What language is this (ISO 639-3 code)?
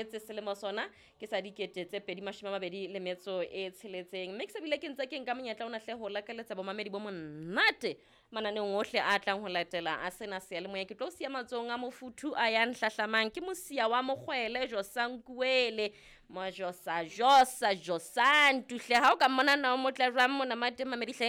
sot